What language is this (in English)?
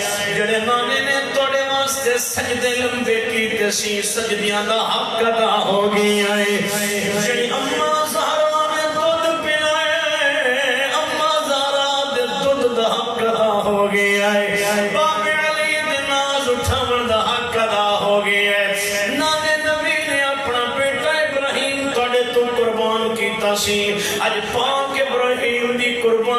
Saraiki